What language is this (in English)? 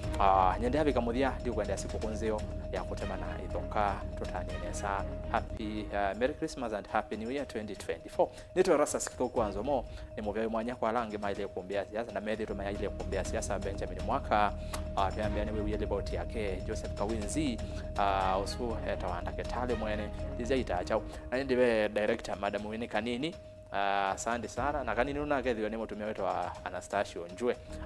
Kamba